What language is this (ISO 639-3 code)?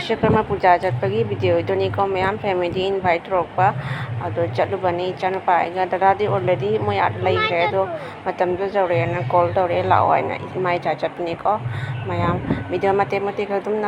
mni